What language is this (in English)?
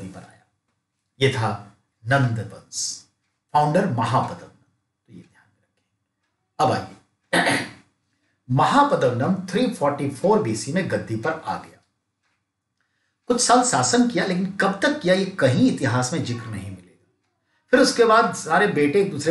Hindi